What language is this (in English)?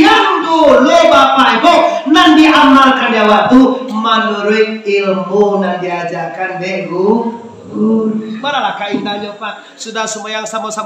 Minangkabau